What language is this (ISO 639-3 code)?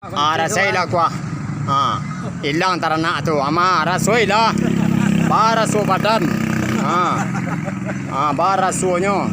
min